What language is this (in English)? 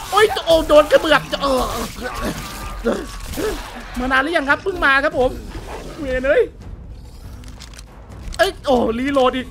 Thai